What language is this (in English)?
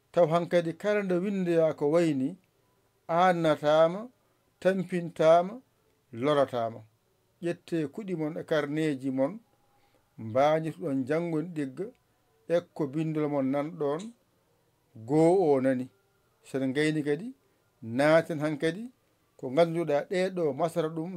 Fula